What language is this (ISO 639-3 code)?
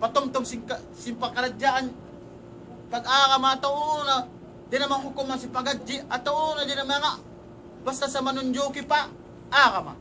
tsg